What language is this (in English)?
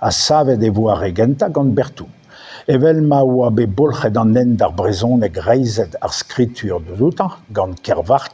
Breton